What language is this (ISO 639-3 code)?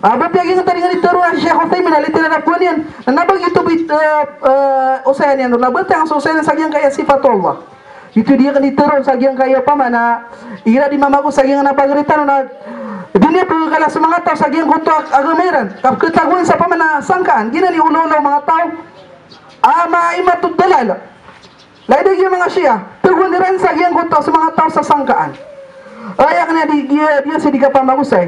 mrw